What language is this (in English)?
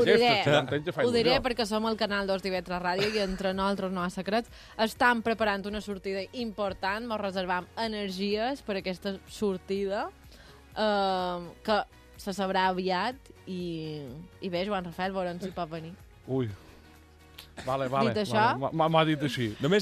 Catalan